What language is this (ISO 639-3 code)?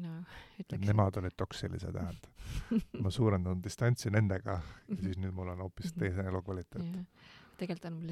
est